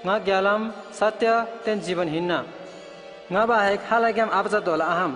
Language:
Eastern Tamang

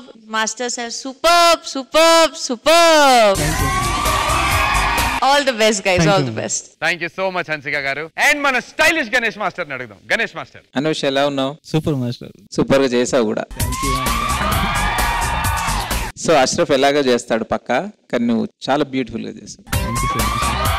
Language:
Telugu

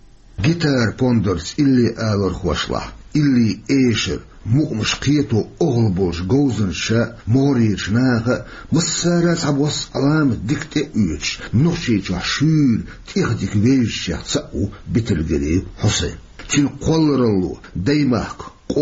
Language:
Chechen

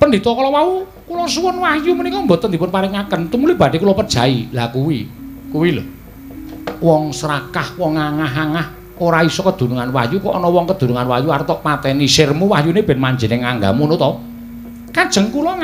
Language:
Javanese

